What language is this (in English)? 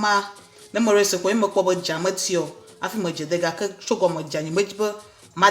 Ewe